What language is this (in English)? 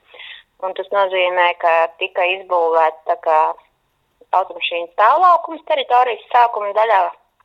Latvian